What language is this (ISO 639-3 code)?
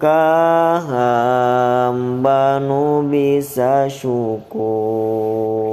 sun